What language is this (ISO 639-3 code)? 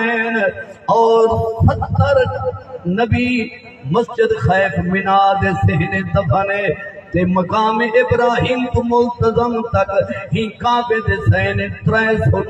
skr